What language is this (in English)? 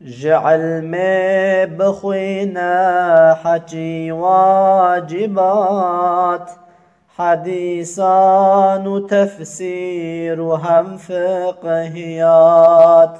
Kurdish